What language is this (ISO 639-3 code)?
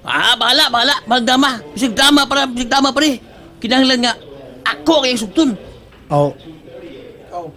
ceb